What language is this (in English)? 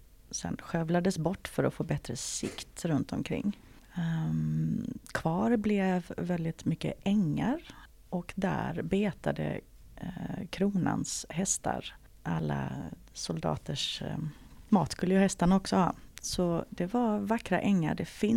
Swedish